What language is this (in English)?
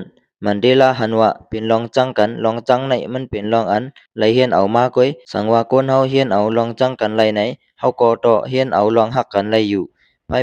Lao